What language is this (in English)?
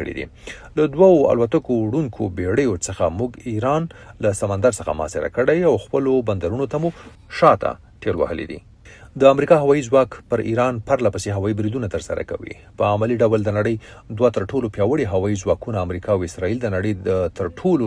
Pashto